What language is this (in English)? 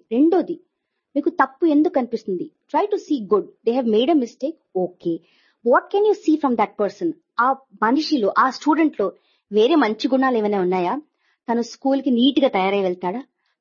Telugu